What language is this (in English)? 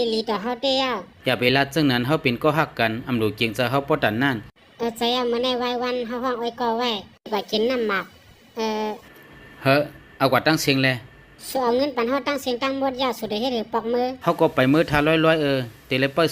Shan